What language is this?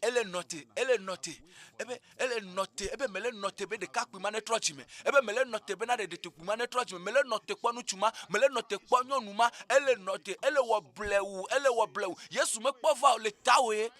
Ewe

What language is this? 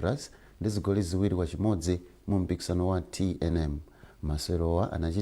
Nyanja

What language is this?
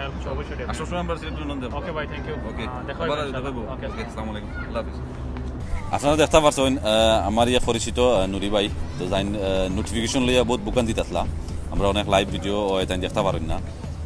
Sylheti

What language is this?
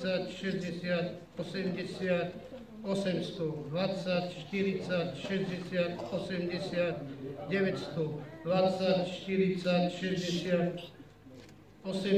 Slovak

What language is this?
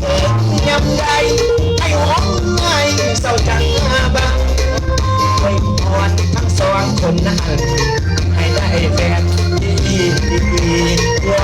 Lao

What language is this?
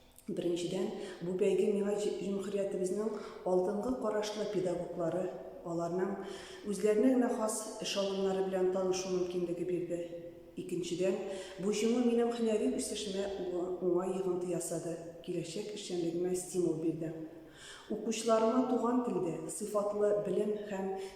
Tatar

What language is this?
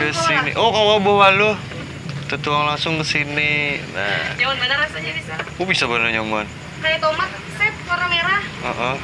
Banjar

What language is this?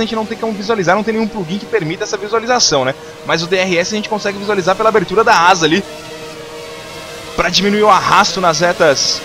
Portuguese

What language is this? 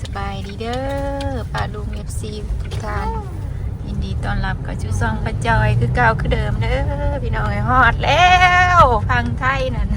Northeastern Thai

